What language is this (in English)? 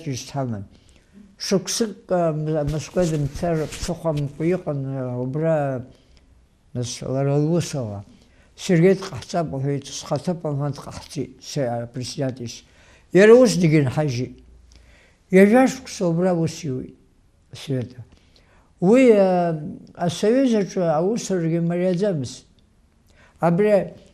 Abkhazian